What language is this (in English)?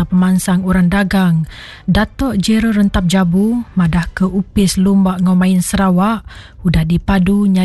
Iban